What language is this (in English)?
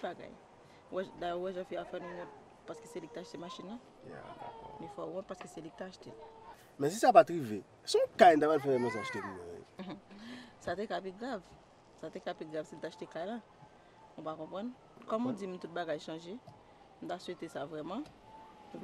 Haitian Creole